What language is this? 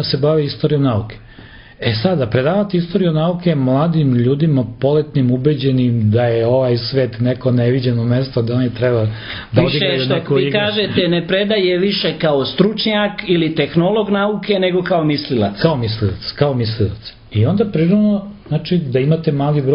Serbian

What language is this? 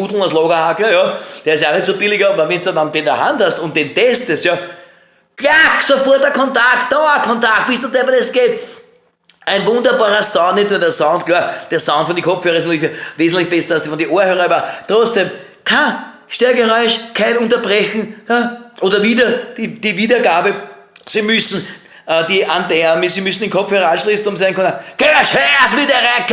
Bavarian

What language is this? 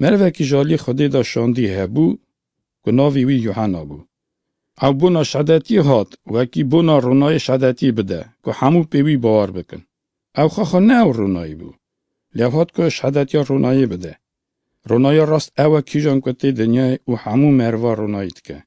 Kurdish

